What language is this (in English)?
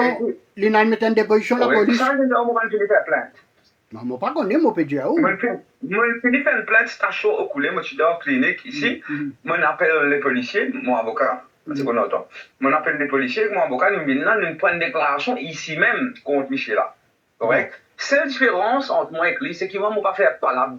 Morisyen